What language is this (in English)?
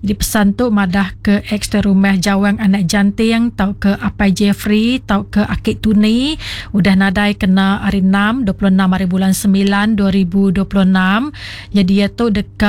Iban